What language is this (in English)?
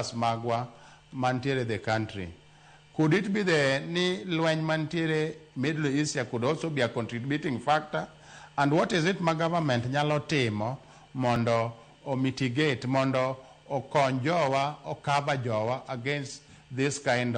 Luo (Kenya and Tanzania)